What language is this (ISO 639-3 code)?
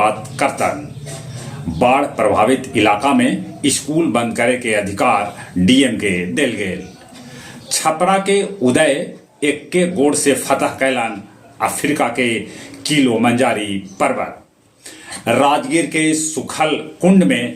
mag